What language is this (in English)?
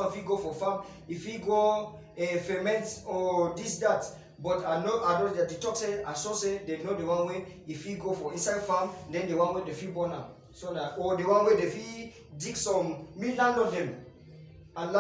Cameroon Pidgin